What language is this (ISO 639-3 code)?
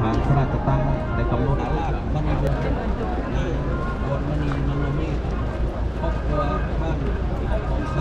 lao